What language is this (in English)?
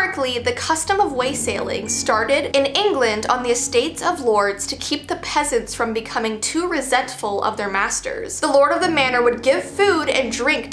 English